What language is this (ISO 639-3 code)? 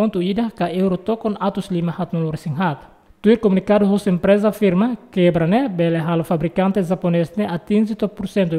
tet